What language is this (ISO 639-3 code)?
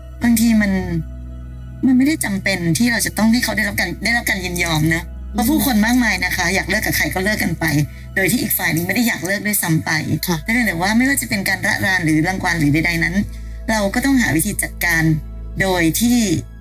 tha